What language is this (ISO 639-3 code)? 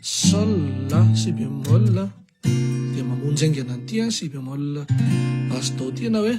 mlg